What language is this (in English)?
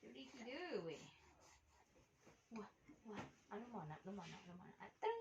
Lao